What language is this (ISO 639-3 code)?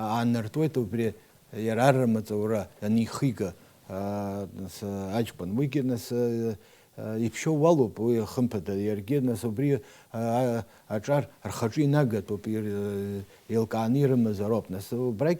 abk